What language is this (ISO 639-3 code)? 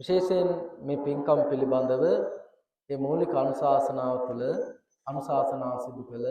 sin